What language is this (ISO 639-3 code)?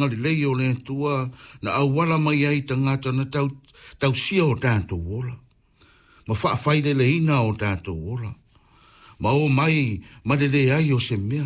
smo